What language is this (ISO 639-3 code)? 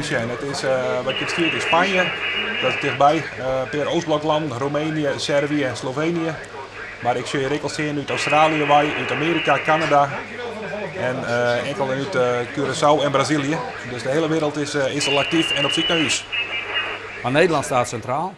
fry